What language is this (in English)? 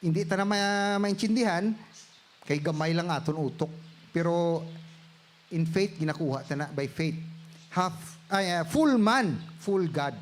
Hiligaynon